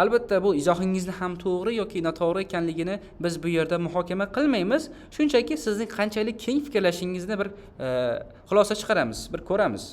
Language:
Uzbek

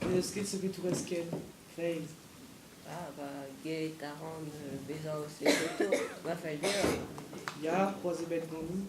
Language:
Breton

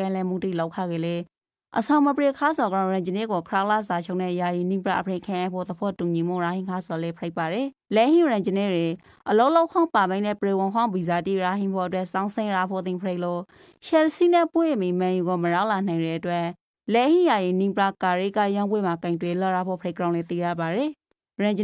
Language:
Rakhine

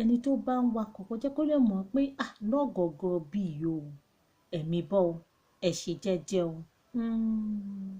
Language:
Yoruba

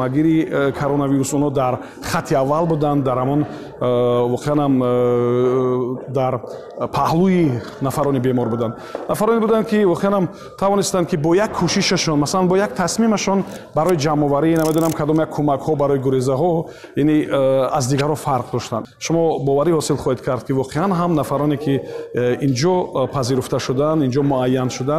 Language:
Tajik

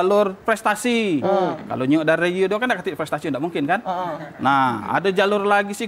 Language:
Musi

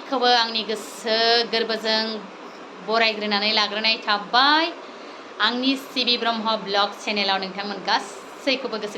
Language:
Bodo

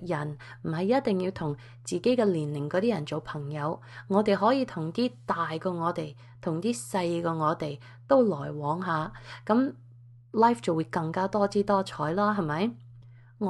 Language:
Cantonese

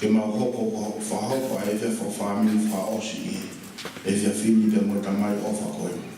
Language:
Tongan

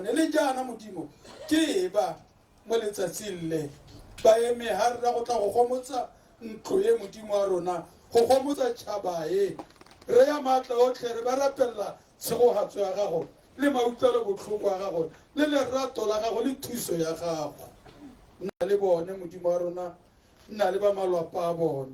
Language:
Tswana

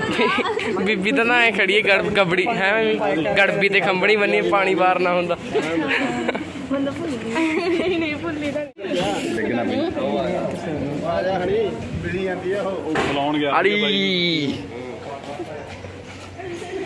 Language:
Punjabi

